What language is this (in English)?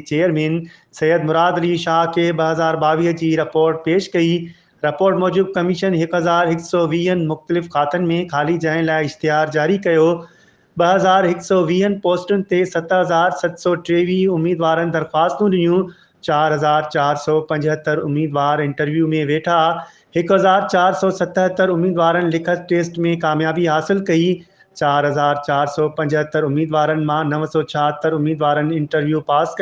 Sindhi